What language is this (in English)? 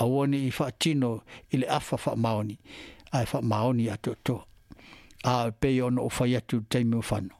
Samoan